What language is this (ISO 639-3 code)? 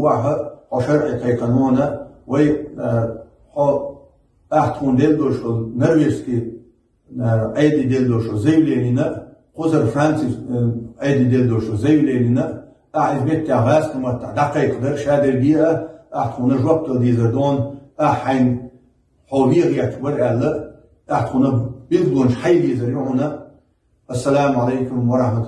che